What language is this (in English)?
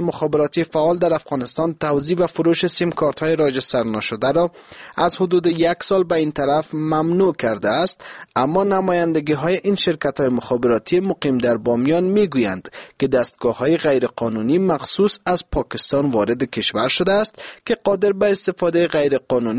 Persian